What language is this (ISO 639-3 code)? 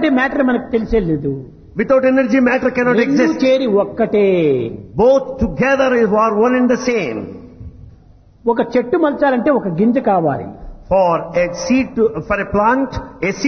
tel